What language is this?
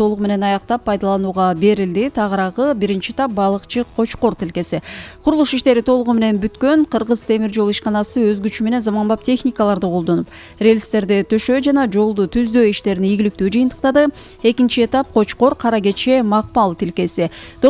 Kyrgyz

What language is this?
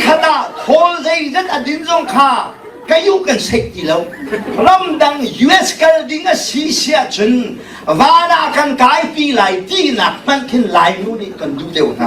Hakha Chin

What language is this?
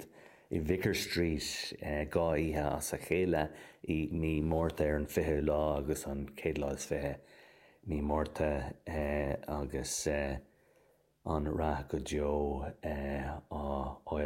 Irish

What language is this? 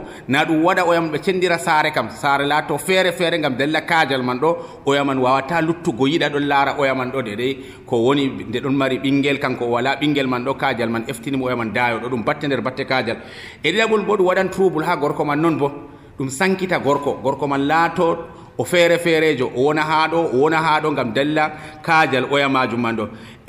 Nigerian Fulfulde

